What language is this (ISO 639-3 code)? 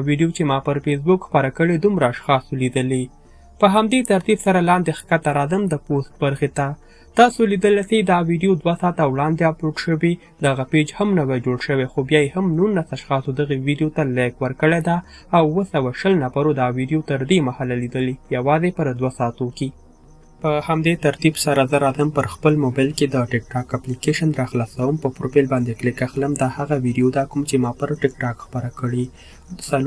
pus